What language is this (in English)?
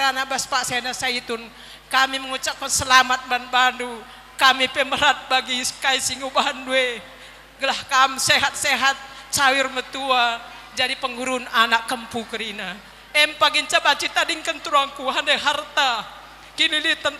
Batak Karo